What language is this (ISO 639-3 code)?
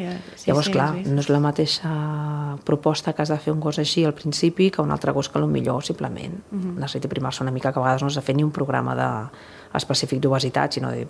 cat